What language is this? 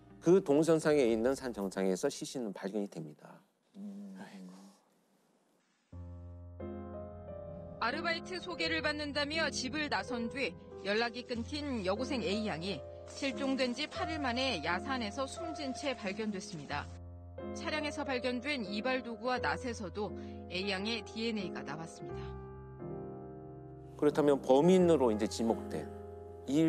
Korean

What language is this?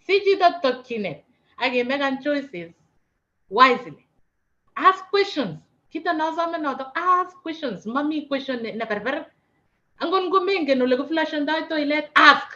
Kalenjin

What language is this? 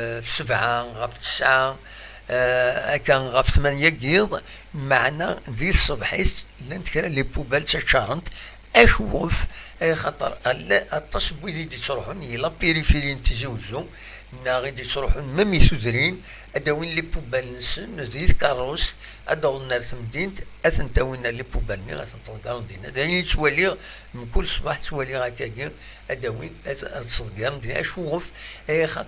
Kabyle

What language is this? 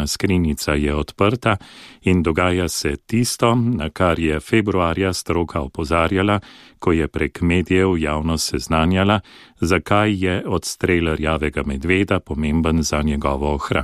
Slovenian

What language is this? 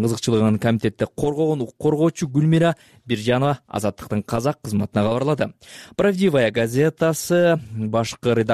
Kyrgyz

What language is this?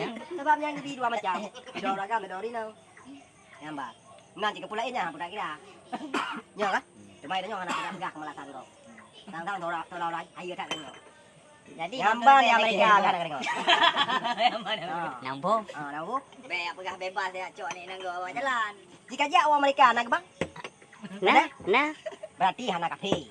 Achinese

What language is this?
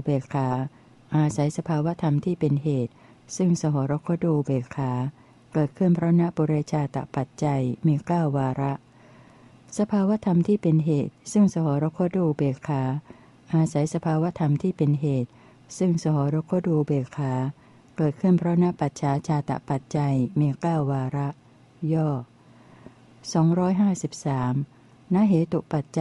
Thai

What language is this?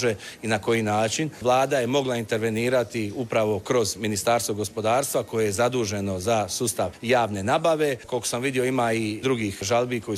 Croatian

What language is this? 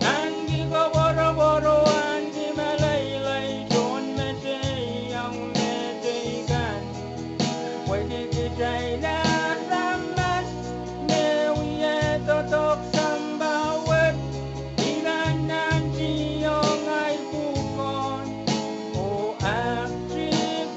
Pohnpeian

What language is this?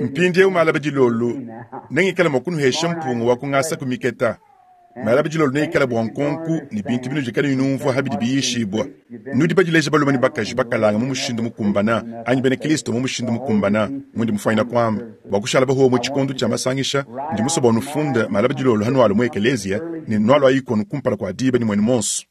Luba-Lulua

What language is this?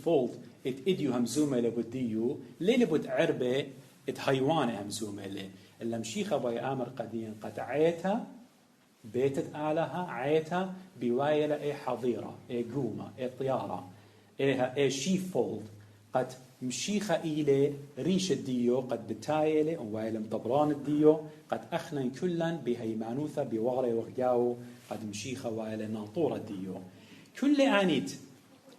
Assyrian Neo-Aramaic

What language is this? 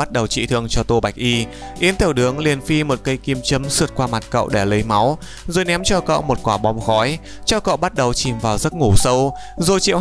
Vietnamese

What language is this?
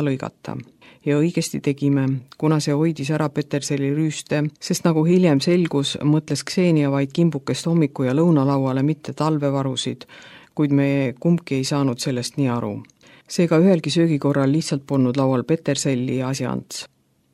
Estonian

